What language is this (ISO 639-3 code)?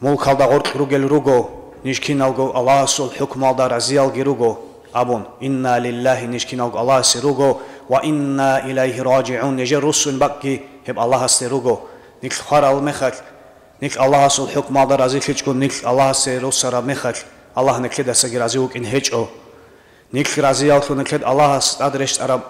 ava